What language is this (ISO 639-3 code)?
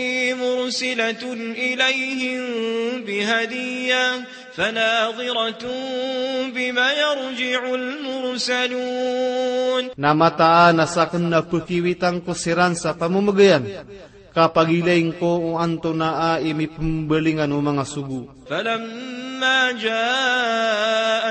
mrw